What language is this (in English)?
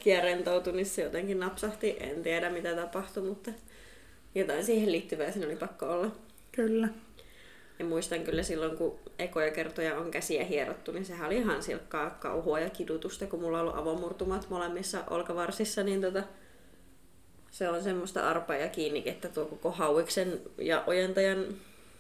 Finnish